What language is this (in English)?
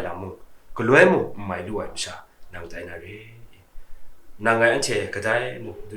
Kachin